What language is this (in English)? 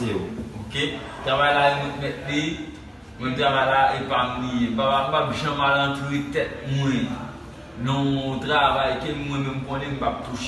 Haitian Creole